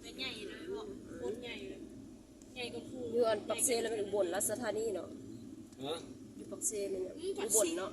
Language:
Lao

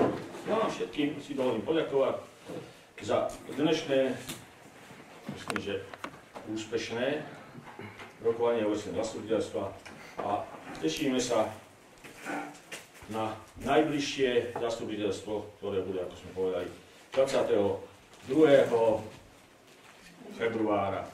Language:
Slovak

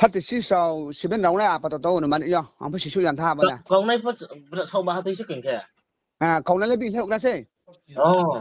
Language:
Riang (India)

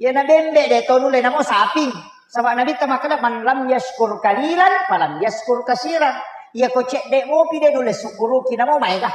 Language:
Buginese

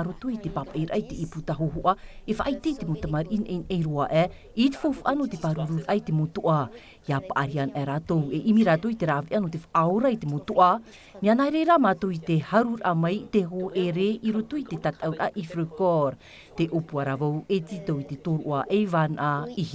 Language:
Tahitian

